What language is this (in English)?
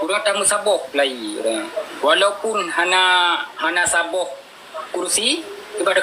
Achinese